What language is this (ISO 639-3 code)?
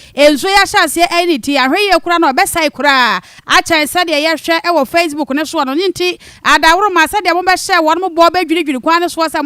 aka